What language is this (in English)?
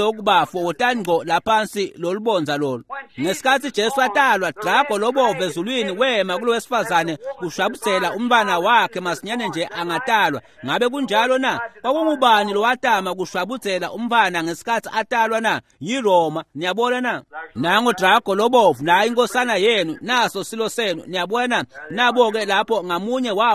Swati